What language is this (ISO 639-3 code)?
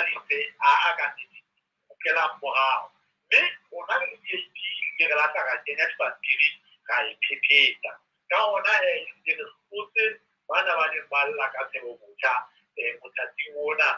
sot